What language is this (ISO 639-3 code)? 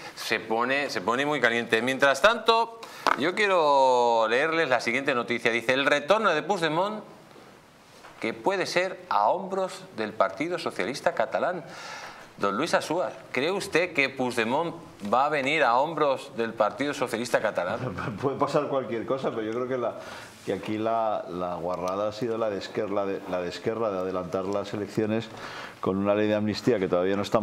spa